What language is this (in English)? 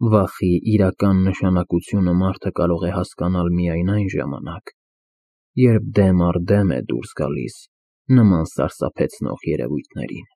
Armenian